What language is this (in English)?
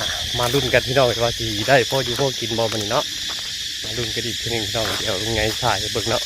Northeastern Thai